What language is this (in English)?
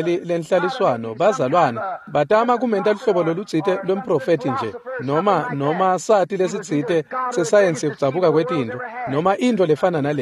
Swati